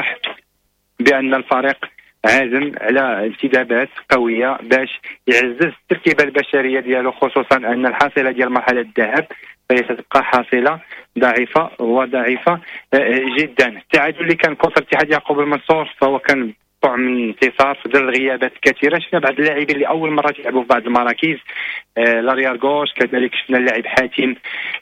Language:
Moroccan Arabic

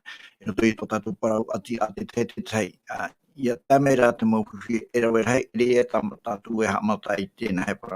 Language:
Tahitian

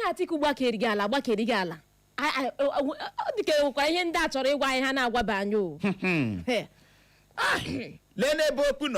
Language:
Igbo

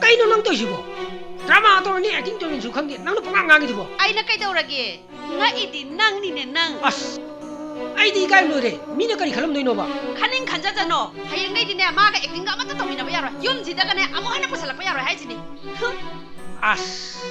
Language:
Manipuri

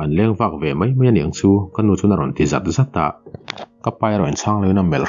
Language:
Mizo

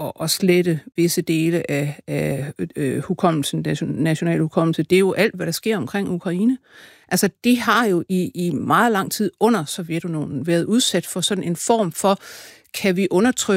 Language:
Danish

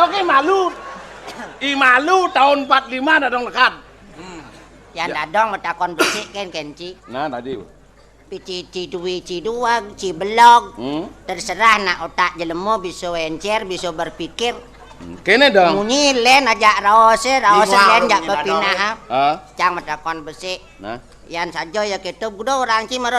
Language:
Balinese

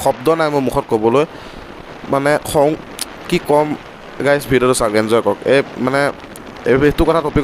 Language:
Assamese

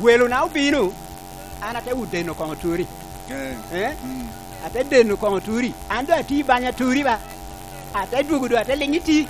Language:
Lango (Uganda)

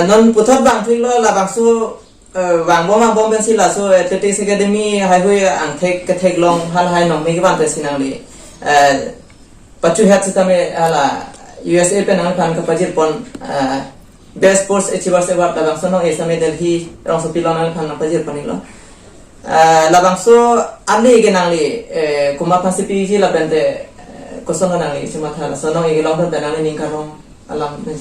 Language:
Karbi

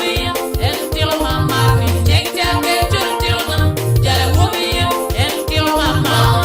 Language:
Acoli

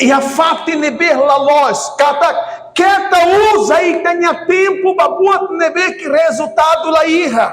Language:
Tetum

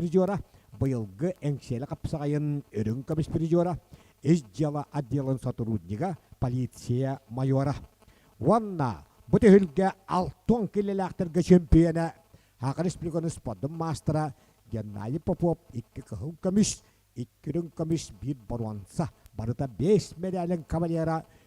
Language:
Yakut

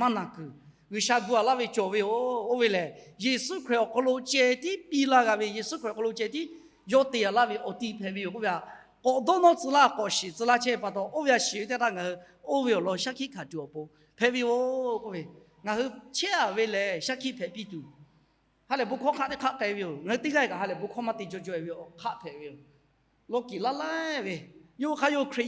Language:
Lahu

